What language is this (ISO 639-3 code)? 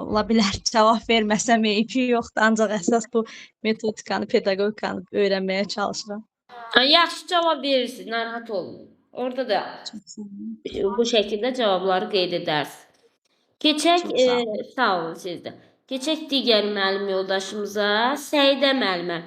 aze